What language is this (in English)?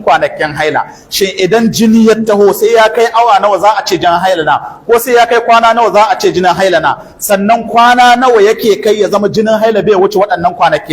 Hausa